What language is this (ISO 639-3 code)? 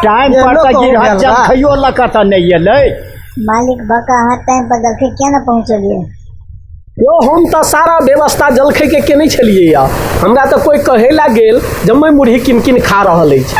mai